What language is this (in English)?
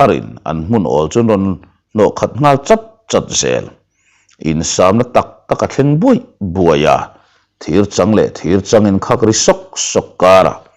Mizo